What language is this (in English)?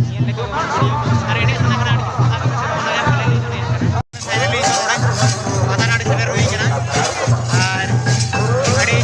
Santali